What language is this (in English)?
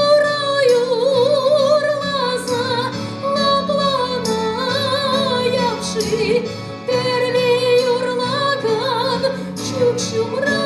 Chuvash